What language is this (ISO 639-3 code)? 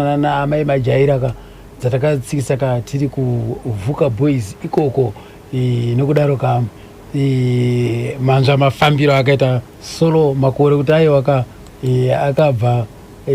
sna